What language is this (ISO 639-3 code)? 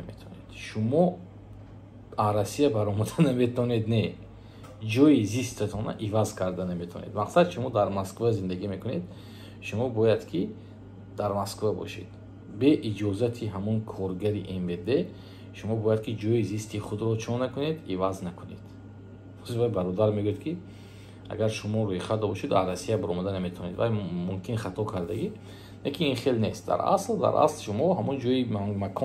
tgk